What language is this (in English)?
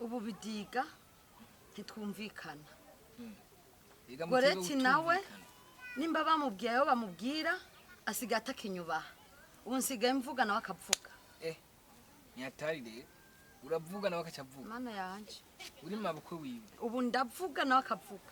Rundi